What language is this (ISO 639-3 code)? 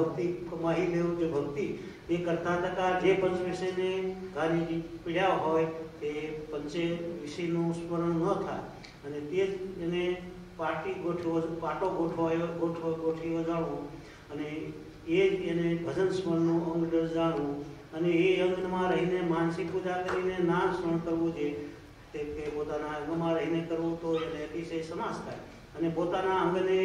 guj